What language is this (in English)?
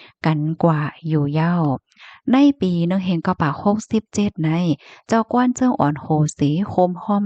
Shan